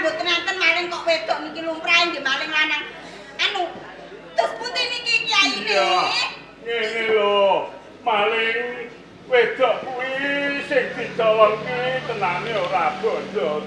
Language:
Javanese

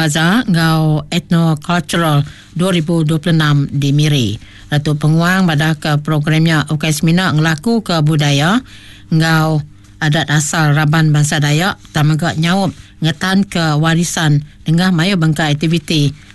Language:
Iban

